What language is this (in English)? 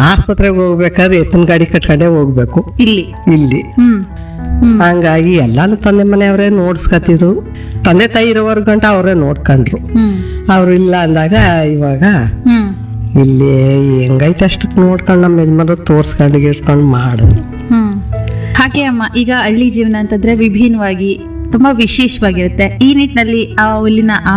Kannada